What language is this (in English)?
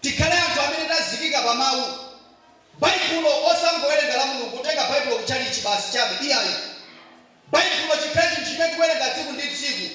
Nyanja